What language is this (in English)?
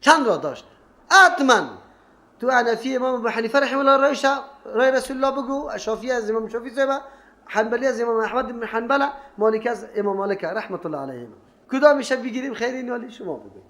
Persian